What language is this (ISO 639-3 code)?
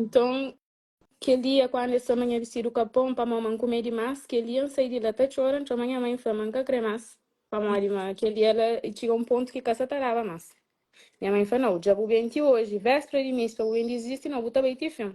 kea